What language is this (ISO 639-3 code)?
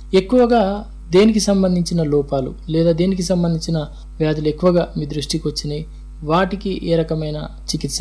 tel